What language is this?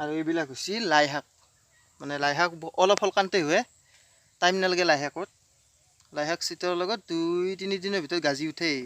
Assamese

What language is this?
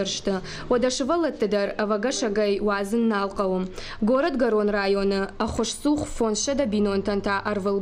Ossetic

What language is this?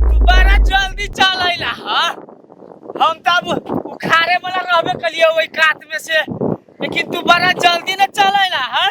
Maithili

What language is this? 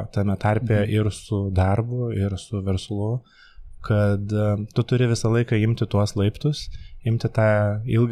Lithuanian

